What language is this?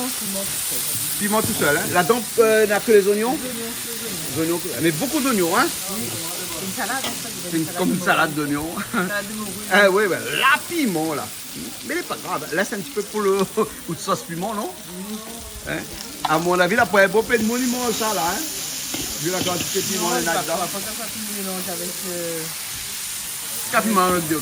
Réunion Creole French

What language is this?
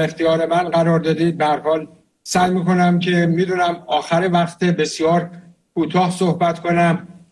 Persian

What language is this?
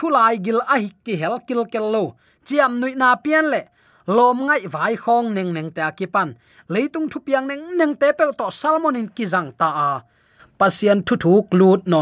Tedim Chin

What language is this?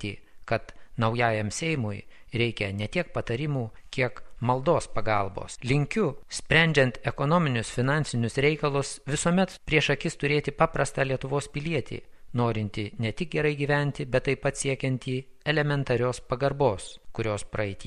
Lithuanian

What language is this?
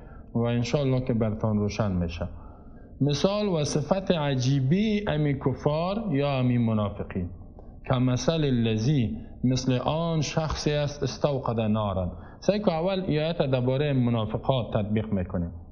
Persian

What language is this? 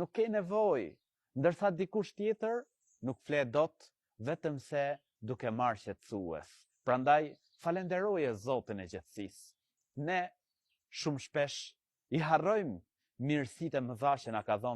Albanian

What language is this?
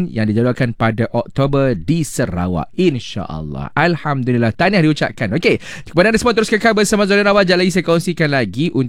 Malay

